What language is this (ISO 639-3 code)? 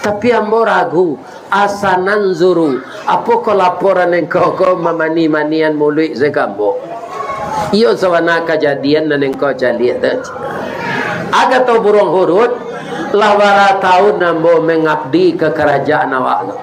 min